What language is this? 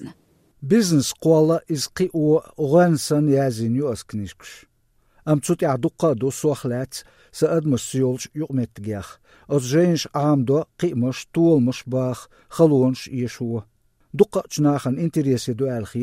Chechen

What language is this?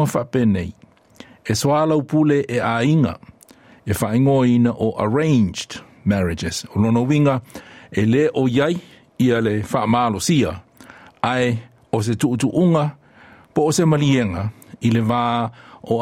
Samoan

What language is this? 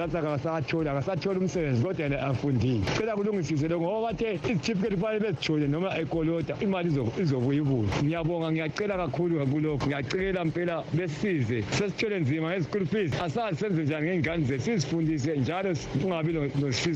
North Ndebele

